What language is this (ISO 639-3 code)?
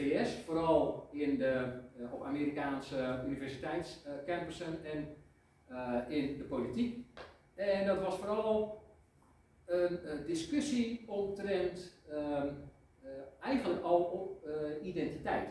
nld